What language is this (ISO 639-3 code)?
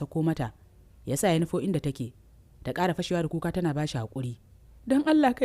hau